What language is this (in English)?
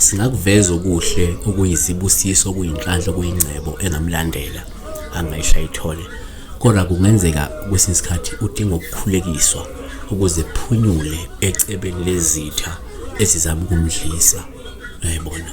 Zulu